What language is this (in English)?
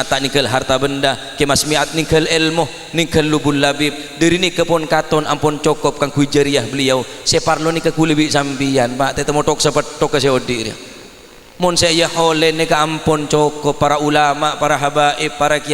Madurese